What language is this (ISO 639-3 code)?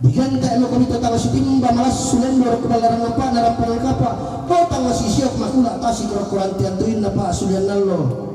sda